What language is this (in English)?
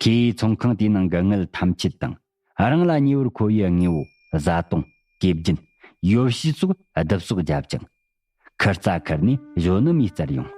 Tibetan